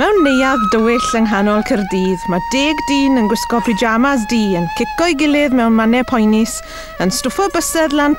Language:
Welsh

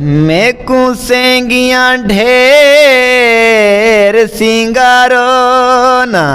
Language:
Saraiki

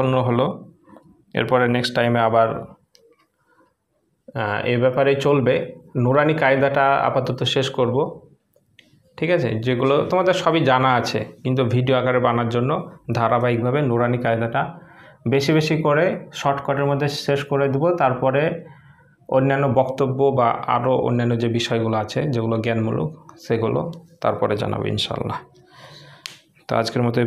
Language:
Bangla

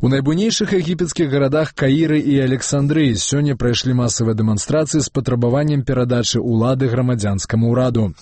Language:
Belarusian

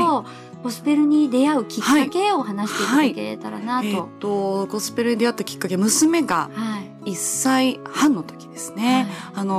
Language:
Japanese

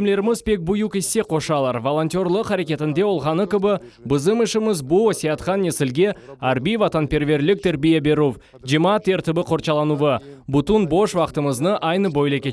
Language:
Crimean Tatar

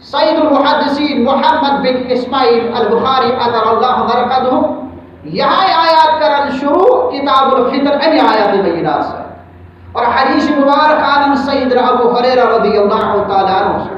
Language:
Kashmiri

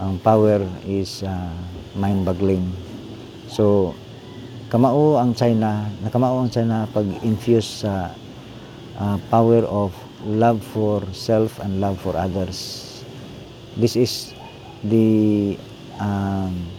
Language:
Cebuano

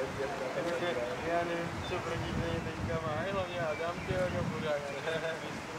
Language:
Czech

